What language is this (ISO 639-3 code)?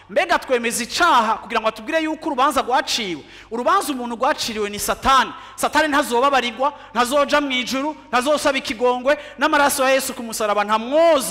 run